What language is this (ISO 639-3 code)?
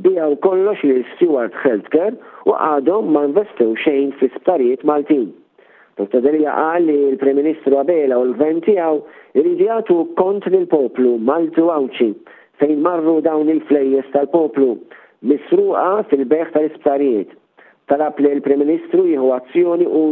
mlt